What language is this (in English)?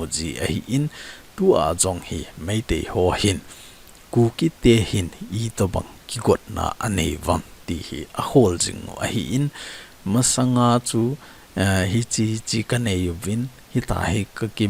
Thado Chin